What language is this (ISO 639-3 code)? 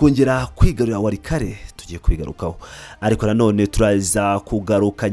kin